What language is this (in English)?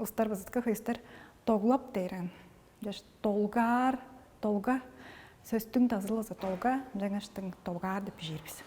Tuvinian